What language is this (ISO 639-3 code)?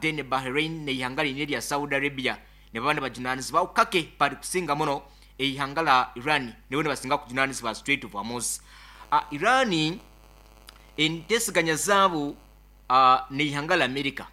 nyn